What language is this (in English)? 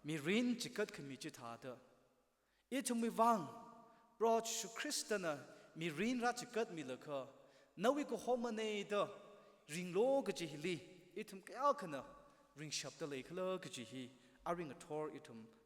Tangkhul Naga (India)